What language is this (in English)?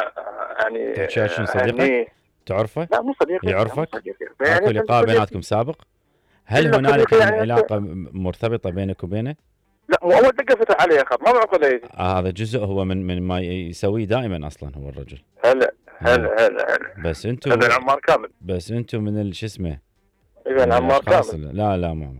Mesopotamian Arabic